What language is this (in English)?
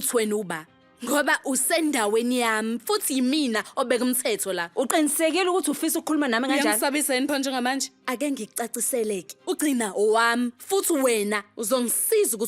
Zulu